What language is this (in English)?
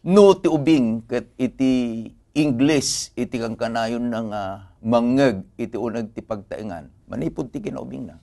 Iloko